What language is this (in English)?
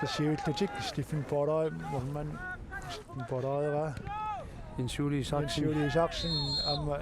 Kalaallisut